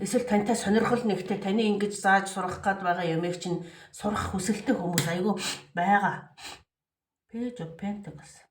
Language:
Mongolian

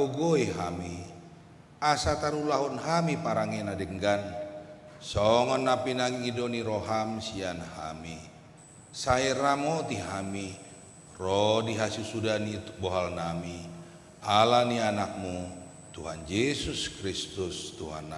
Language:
Batak Toba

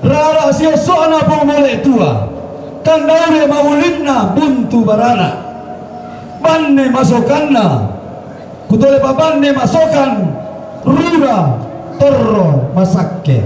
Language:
Toraja-Sa'dan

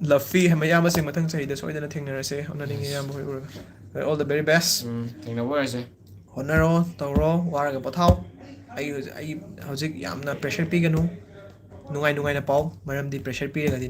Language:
Manipuri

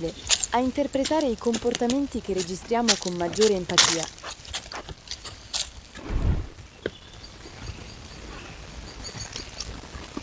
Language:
Italian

